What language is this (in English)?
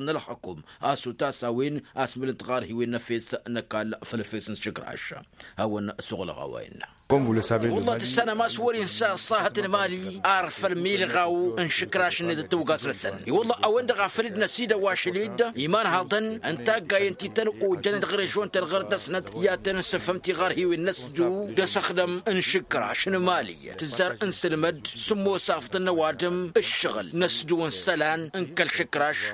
Tamasheq